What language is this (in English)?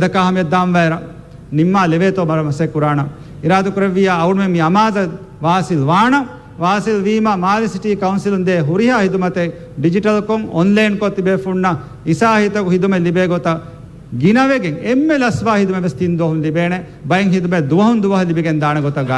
Divehi